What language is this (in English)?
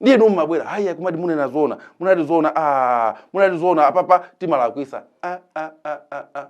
Nyanja